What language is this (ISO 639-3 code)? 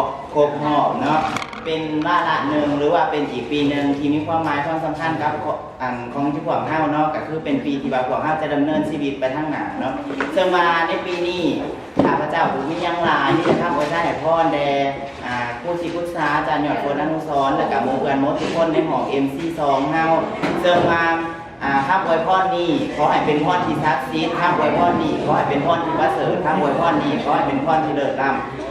lao